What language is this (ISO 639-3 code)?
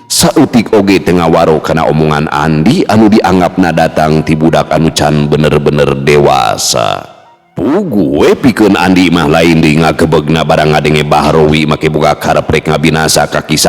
sun